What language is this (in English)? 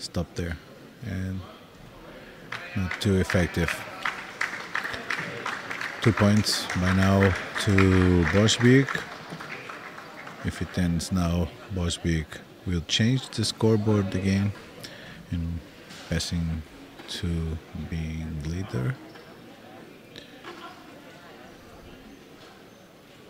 English